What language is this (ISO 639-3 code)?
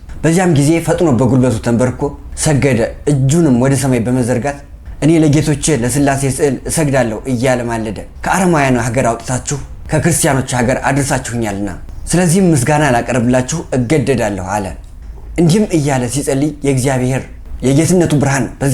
amh